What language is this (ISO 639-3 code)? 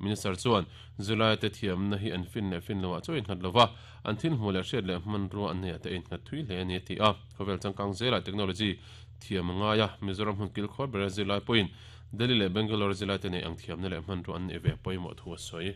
lus